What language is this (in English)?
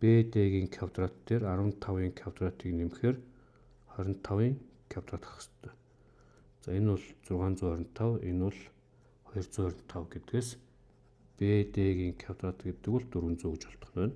Mongolian